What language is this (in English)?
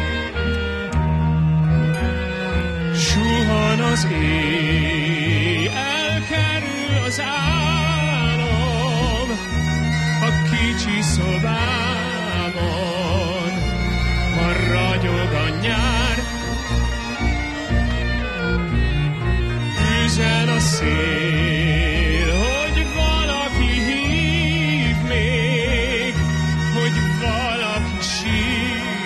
Hungarian